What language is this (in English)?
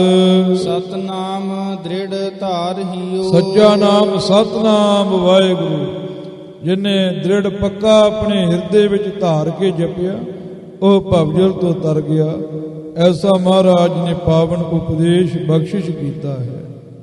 Punjabi